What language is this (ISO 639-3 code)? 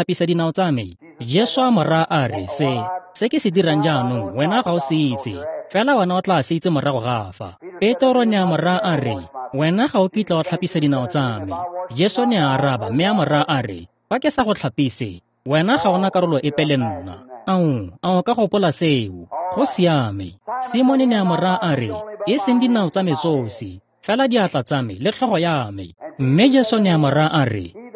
tsn